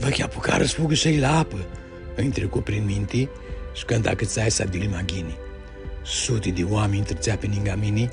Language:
Aromanian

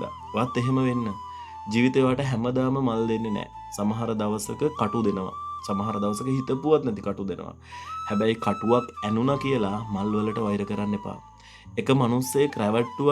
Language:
Sinhala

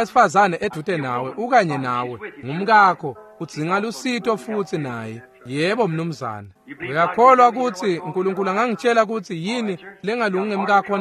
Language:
Swati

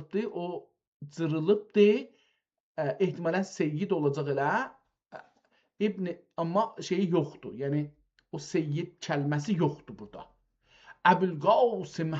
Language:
South Azerbaijani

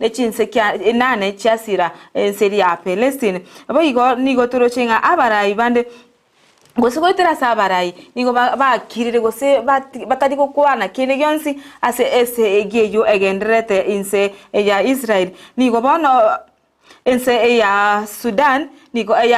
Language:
Gusii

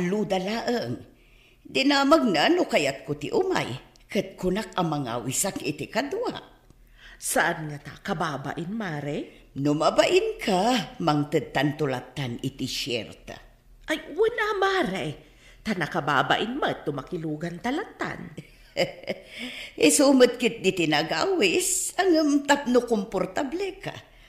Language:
Iloko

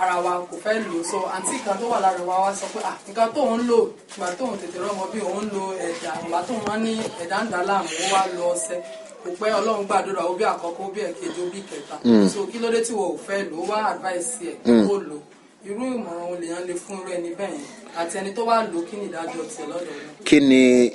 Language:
Yoruba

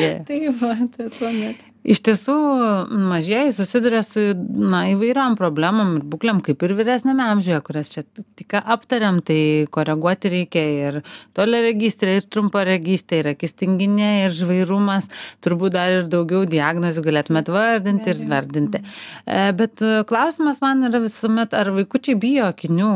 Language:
Lithuanian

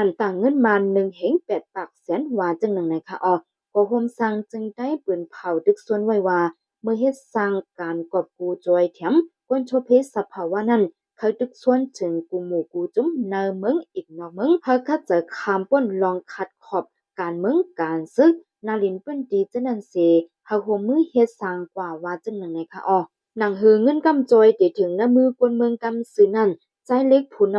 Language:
Shan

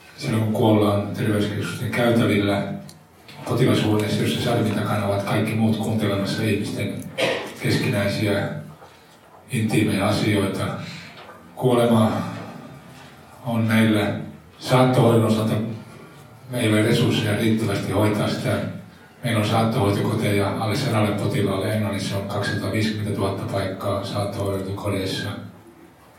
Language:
Finnish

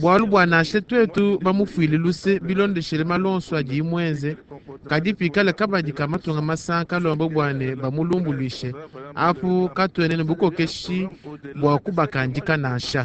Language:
Luba-Lulua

